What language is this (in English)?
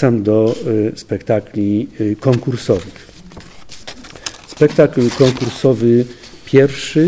Polish